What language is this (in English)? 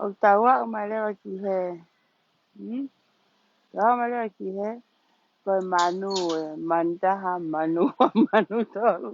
Tongan